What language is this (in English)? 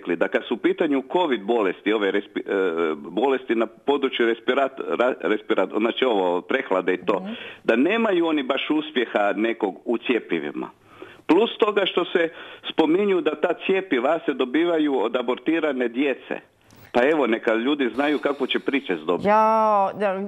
Croatian